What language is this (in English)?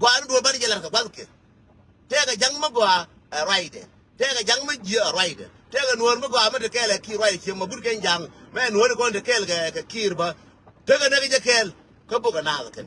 Nuer